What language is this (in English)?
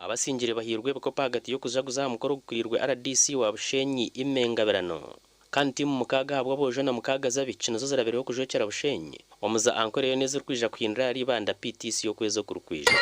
Nyankole